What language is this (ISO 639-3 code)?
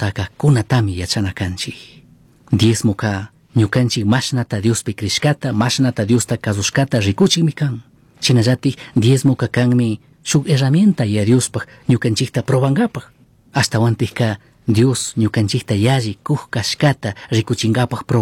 qug